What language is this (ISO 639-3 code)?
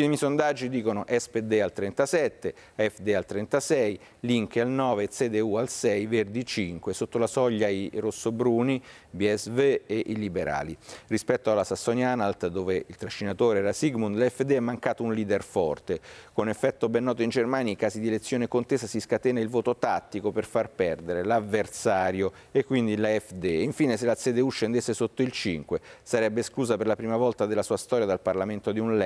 ita